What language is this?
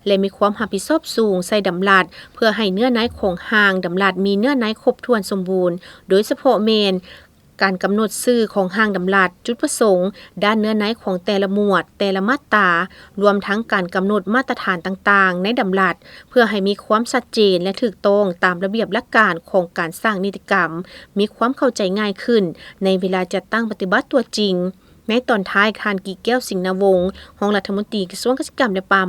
Lao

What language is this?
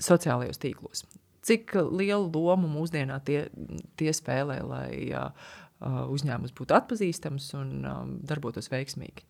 Latvian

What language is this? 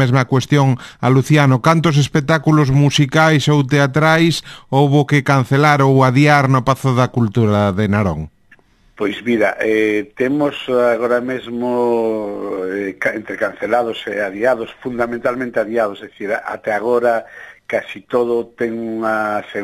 Galician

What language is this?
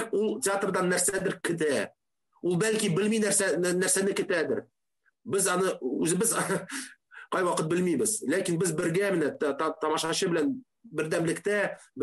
Tatar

